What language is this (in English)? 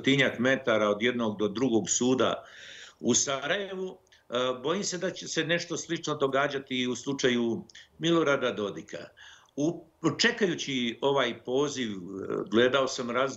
Bosnian